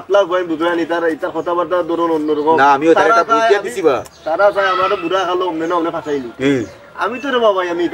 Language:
Sylheti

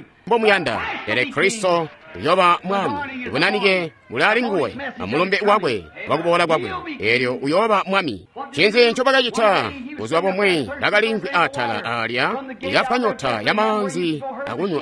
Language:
Tonga (Zambia)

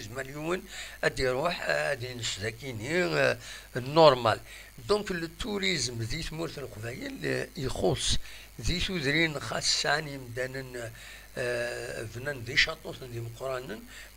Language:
Kabyle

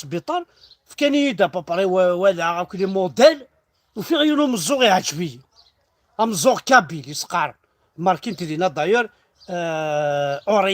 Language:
Kabyle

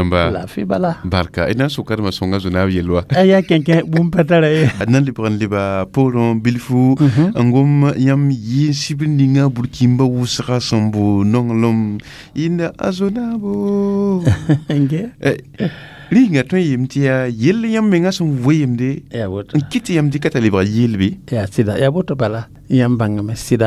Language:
Mossi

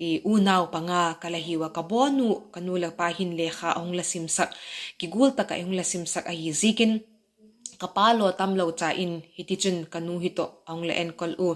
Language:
Vaiphei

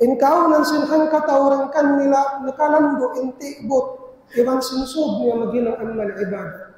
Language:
Tausug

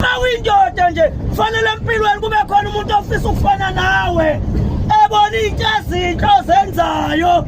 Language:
Zulu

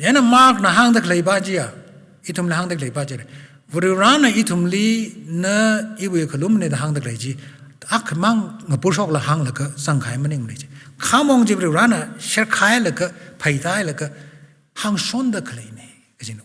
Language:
Tangkhul Naga (India)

